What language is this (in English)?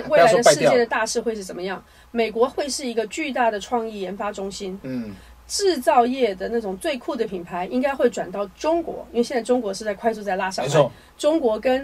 Chinese